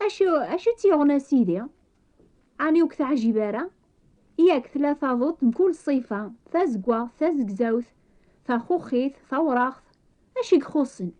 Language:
Kabyle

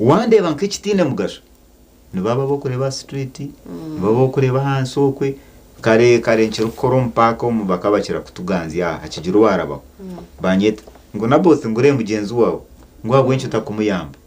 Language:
Nyankole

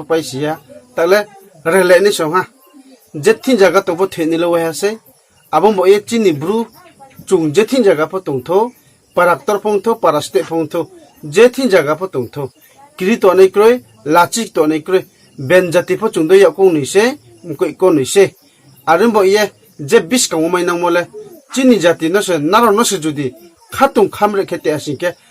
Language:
Riang (India)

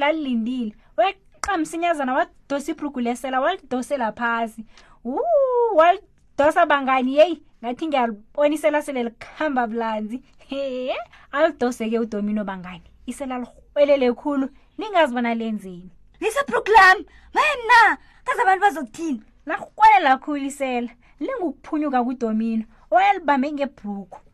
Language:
South Ndebele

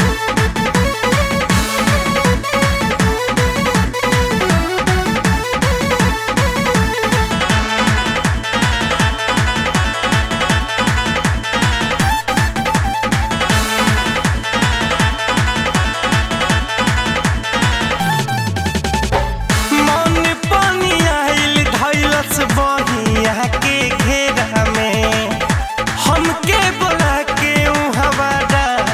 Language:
Bhojpuri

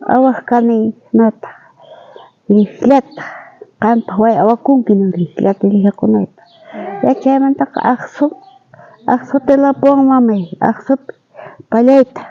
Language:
South Bolivian Quechua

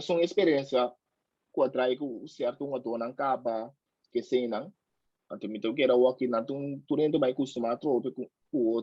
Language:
Papiamento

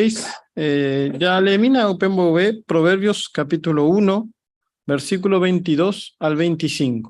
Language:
Guarani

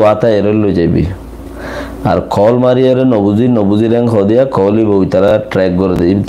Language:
Rohingya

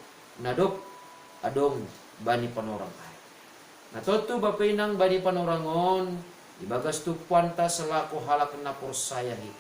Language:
Batak Simalungun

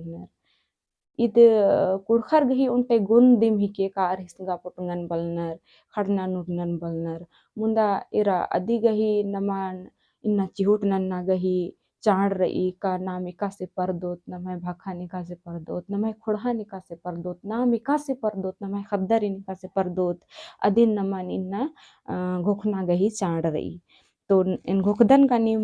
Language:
Kurukh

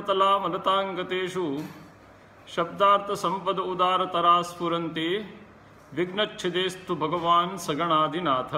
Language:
Sanskrit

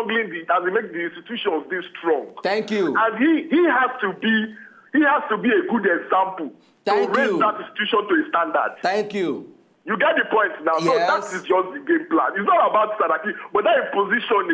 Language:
Nigerian Pidgin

